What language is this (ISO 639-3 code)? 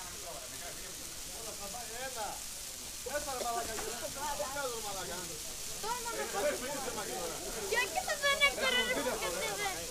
ell